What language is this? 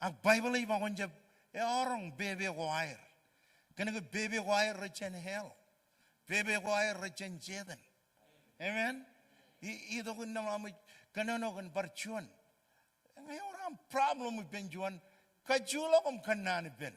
Marshallese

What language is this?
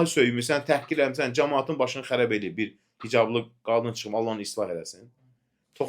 Azerbaijani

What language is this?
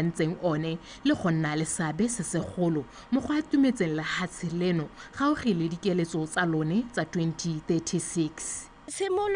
Tswana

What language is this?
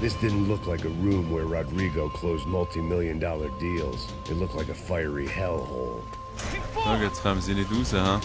Swiss German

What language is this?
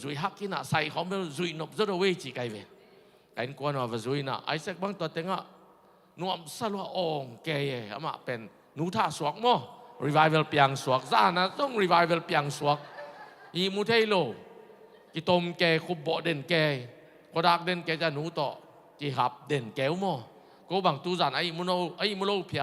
Tedim Chin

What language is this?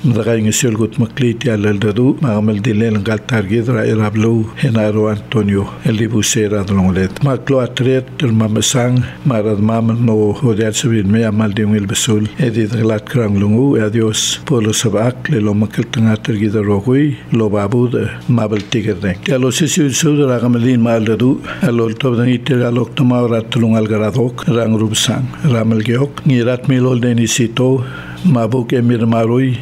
Palauan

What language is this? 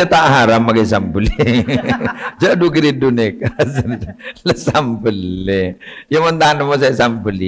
Madurese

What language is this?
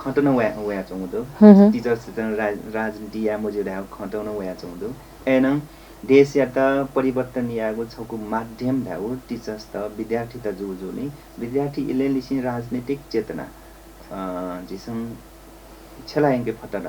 Newari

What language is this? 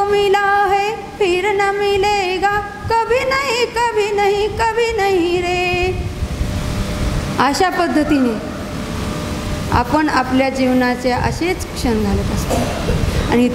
Marathi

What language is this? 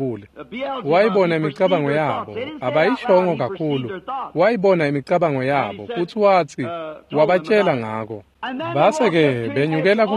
Swati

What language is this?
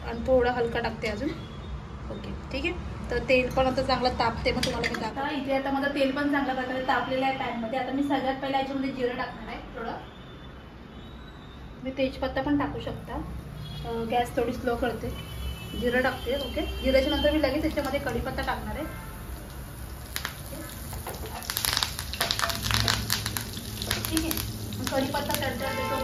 Marathi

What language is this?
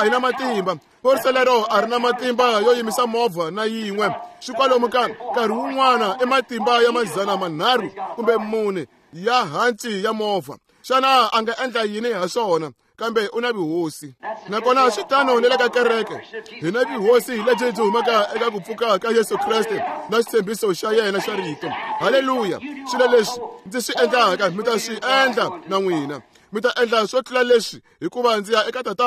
Tsonga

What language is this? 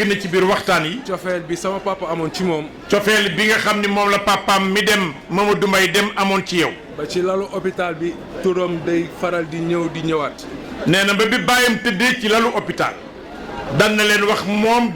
Wolof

